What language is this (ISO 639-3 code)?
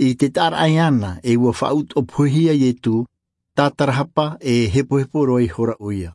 tah